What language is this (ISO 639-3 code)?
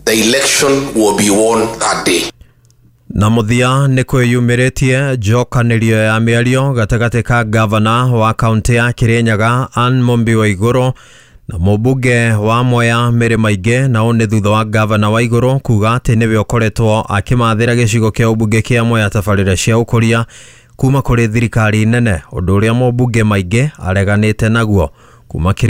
kik